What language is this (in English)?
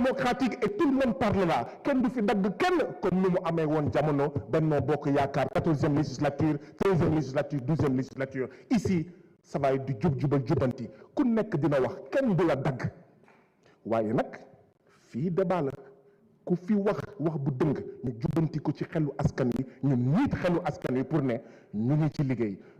Wolof